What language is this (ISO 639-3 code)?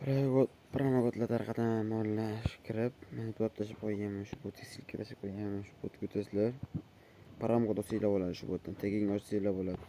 uzb